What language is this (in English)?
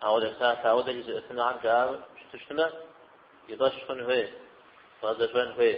Kabardian